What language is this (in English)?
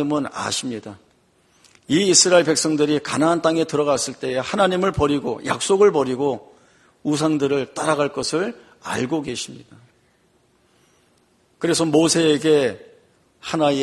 Korean